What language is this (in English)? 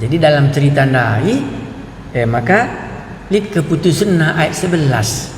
Batak Karo